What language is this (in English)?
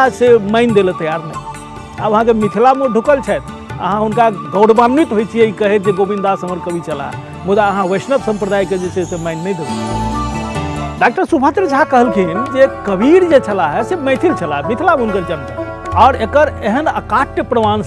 Maithili